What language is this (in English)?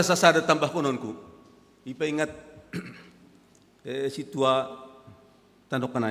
Batak Simalungun